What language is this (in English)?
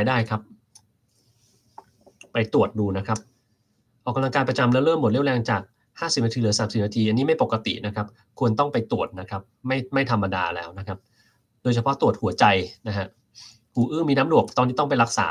Thai